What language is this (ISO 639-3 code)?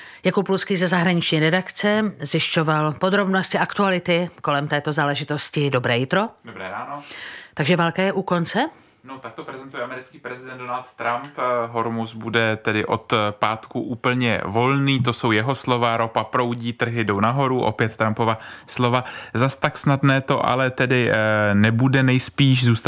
ces